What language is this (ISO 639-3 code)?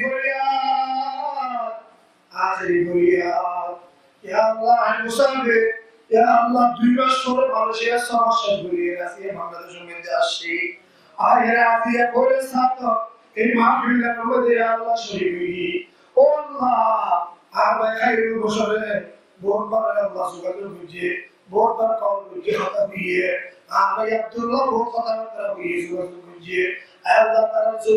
rhg